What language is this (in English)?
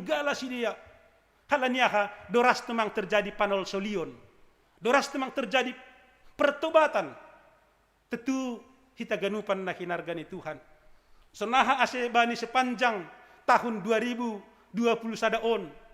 Batak Simalungun